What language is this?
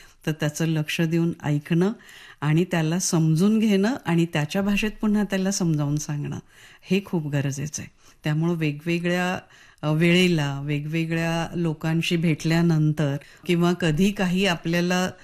Marathi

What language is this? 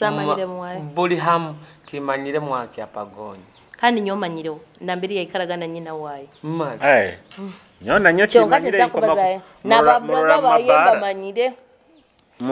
Nyoro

